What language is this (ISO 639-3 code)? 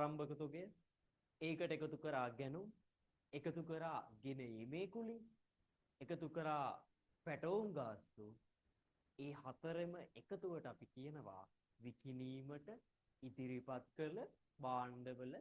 sin